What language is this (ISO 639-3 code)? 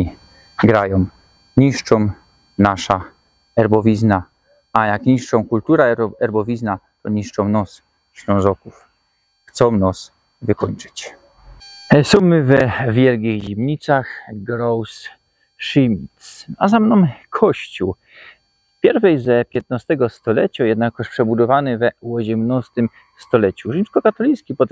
szl